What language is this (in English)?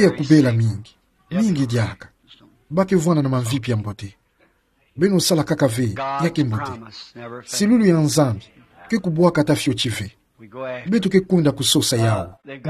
Kituba (Democratic Republic of Congo)